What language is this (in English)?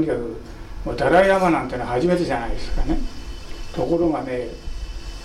Japanese